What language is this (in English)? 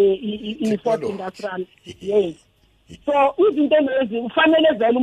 South Ndebele